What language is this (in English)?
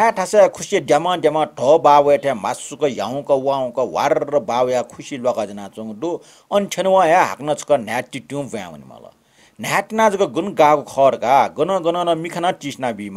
Newari